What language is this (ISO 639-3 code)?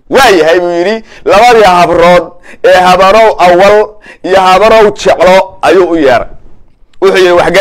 som